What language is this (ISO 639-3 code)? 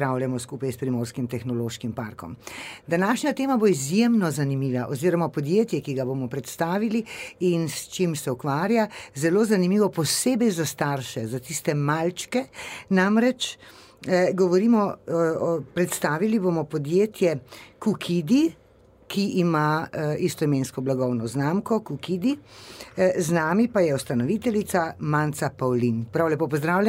slv